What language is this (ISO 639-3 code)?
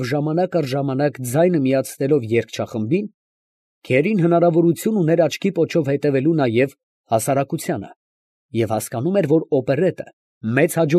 hye